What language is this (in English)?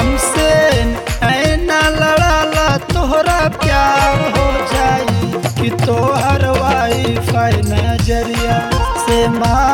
Bhojpuri